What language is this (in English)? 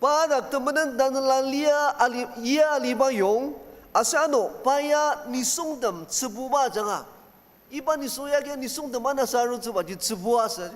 Ao Naga